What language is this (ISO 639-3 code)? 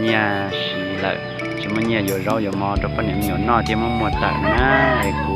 hmn